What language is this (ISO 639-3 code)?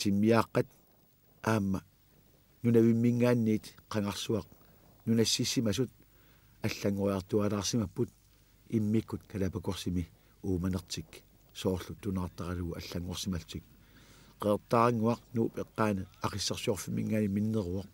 kal